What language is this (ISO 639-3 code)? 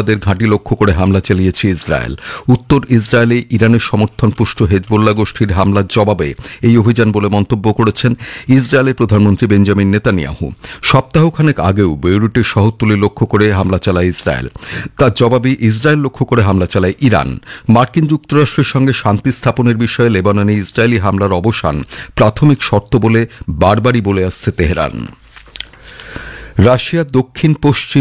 ben